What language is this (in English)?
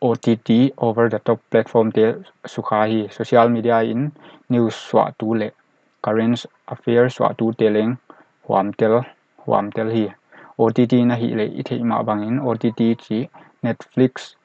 Paite Chin